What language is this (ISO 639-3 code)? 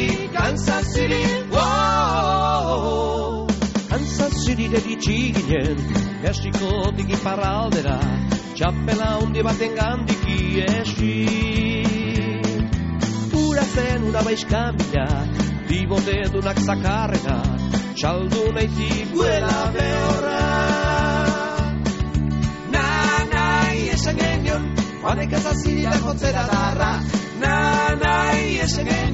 eus